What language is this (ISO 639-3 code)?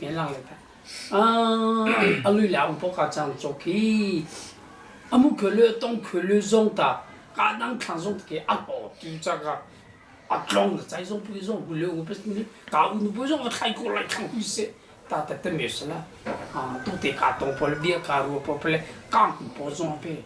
cnh